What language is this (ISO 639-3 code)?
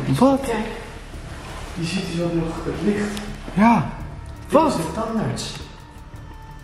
nld